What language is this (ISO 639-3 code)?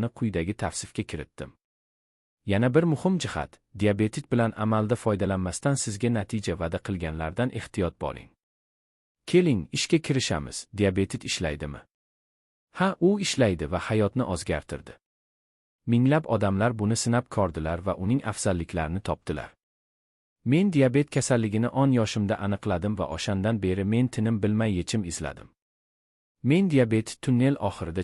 uzb